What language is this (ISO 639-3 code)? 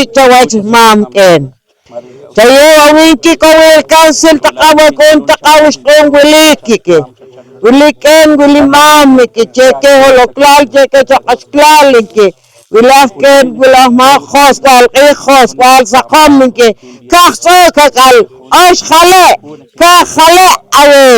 poh